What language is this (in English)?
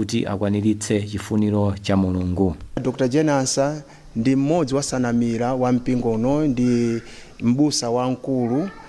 Nyanja